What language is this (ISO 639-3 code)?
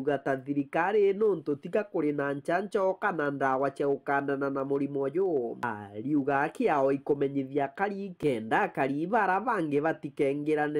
mer